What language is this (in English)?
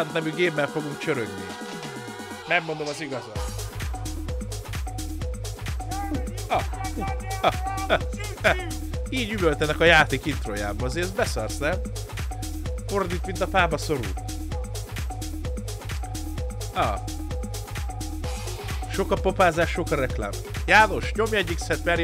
Hungarian